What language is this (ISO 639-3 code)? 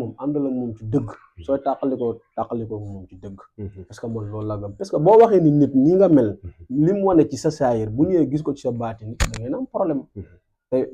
wol